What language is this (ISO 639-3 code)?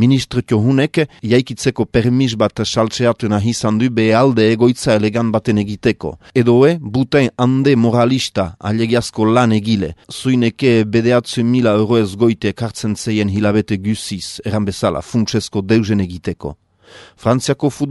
eus